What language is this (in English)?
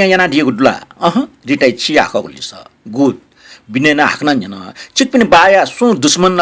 Newari